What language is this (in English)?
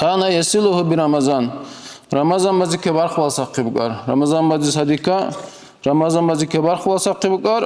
Dargwa